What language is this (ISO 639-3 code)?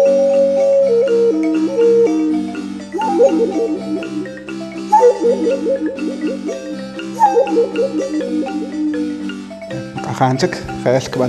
cak